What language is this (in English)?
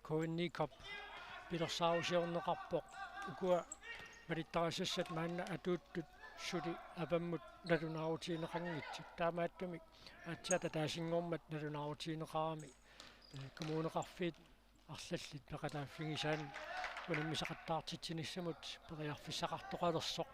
Kalaallisut